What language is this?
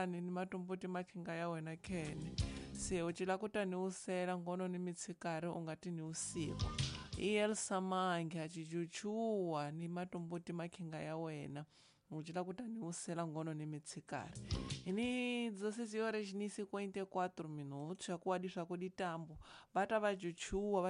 Tsonga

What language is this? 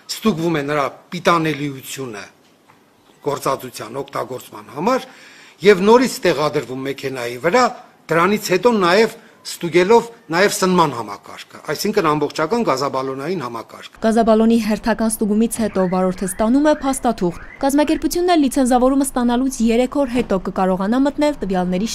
Armenian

